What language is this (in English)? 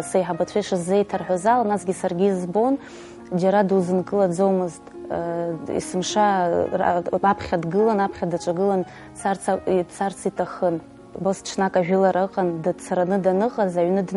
Abkhazian